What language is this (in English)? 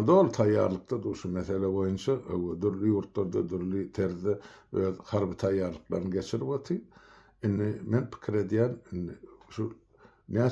Turkmen